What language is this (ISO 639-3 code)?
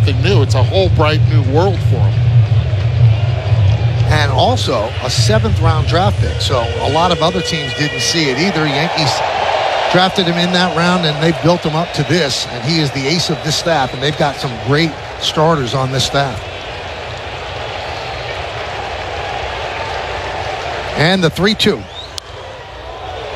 eng